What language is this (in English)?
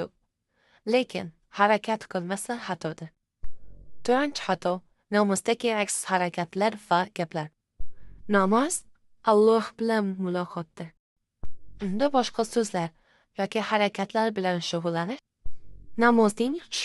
Uzbek